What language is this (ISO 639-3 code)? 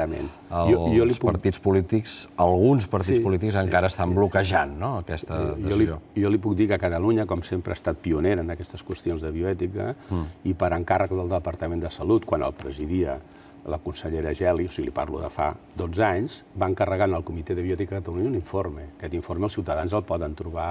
cat